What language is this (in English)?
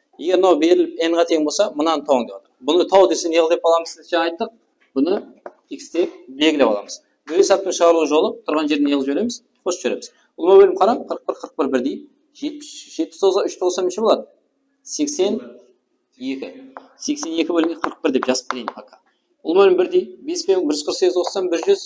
Kara-Kalpak